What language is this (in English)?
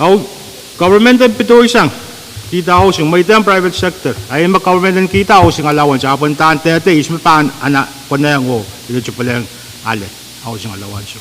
Pohnpeian